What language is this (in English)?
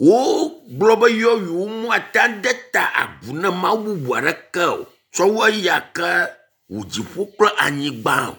Ewe